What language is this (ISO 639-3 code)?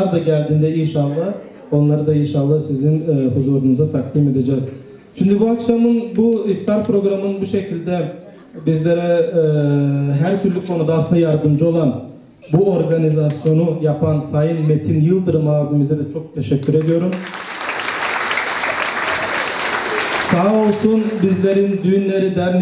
tur